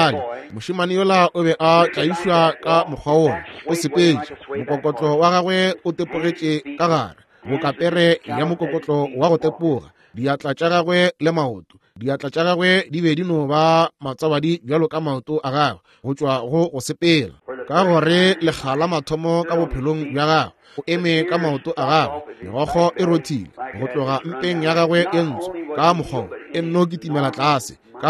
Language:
Northern Sotho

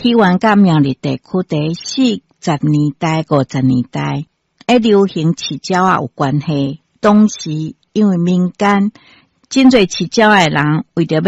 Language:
Min Nan Chinese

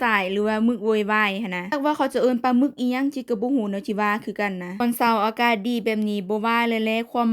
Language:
Lao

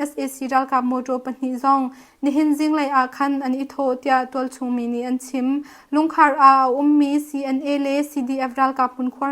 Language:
Hakha Chin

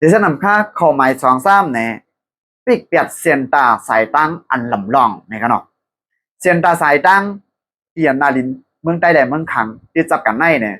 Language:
Shan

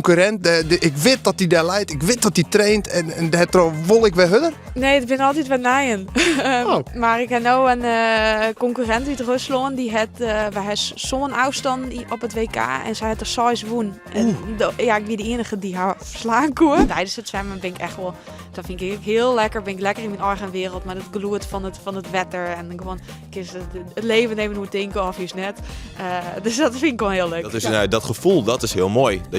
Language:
Western Frisian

